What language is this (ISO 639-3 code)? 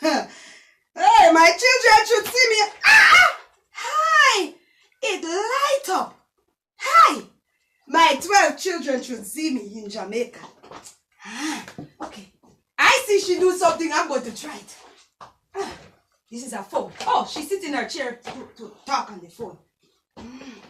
jam